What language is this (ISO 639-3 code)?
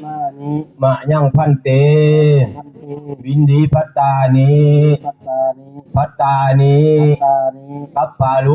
pli